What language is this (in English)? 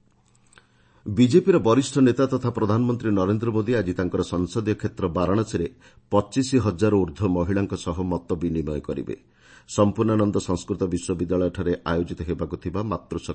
Odia